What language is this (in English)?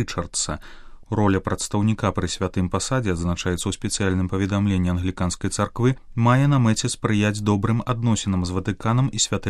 Belarusian